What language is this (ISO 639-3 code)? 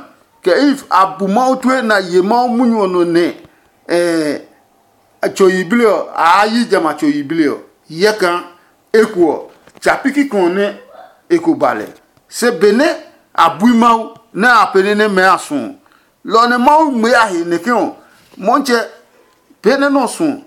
ada